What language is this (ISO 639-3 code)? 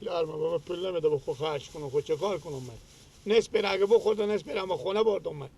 fas